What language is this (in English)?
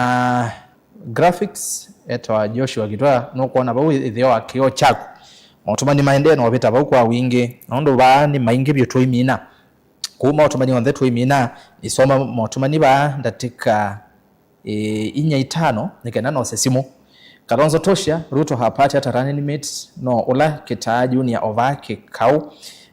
Kamba